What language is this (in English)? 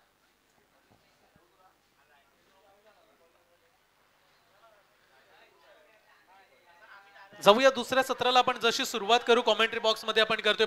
Marathi